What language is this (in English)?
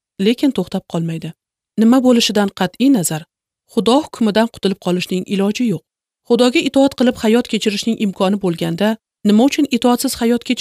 Uzbek